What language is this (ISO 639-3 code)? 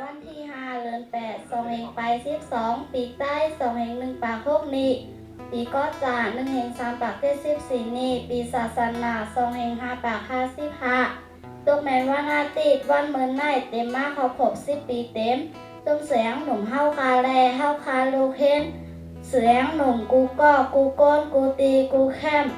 shn